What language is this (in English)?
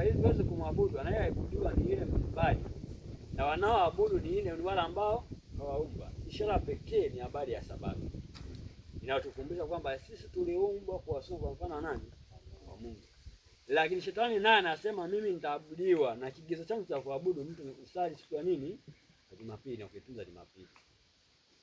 Swahili